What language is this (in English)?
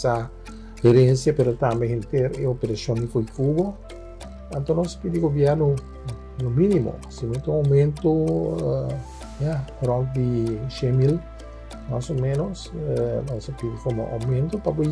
Papiamento